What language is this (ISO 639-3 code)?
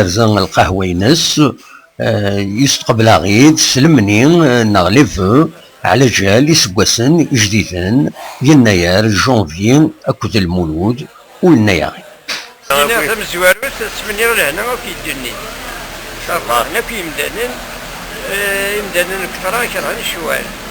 kab